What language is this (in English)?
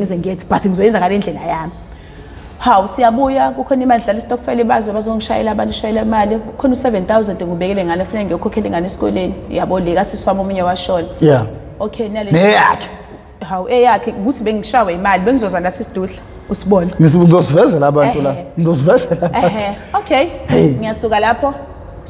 Zulu